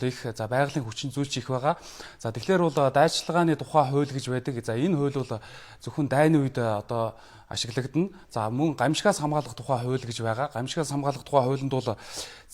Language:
Mongolian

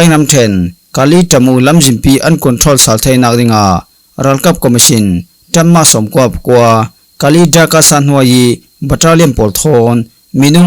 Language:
Falam Chin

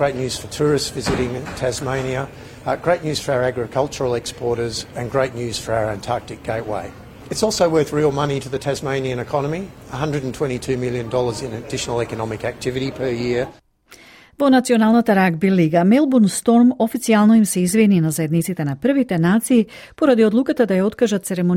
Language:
Macedonian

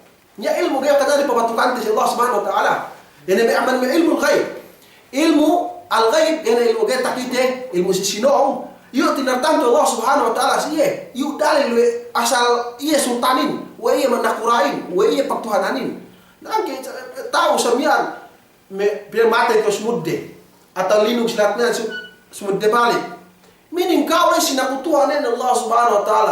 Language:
Yakan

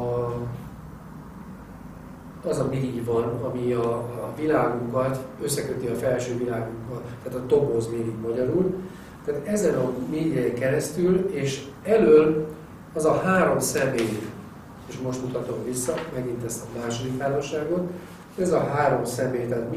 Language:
Hungarian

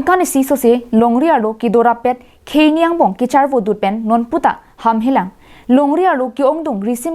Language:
Karbi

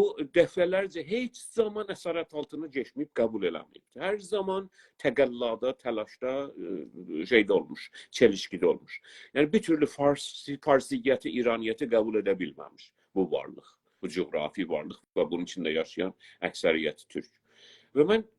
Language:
South Azerbaijani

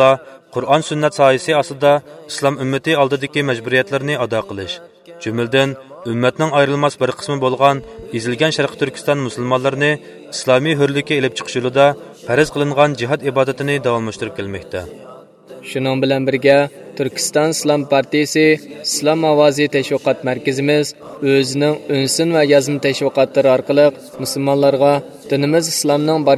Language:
Uyghur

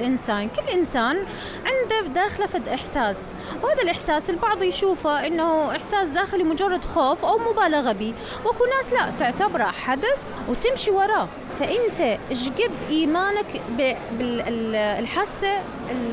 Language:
Mesopotamian Arabic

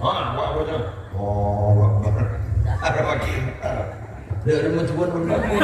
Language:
Madurese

